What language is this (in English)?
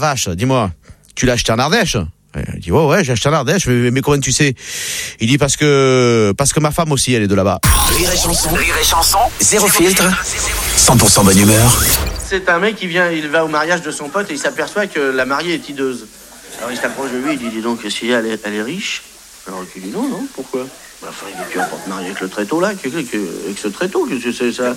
French